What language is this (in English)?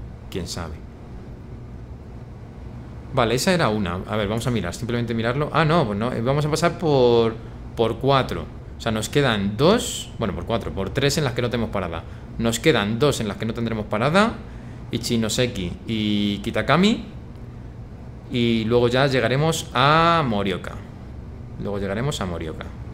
Spanish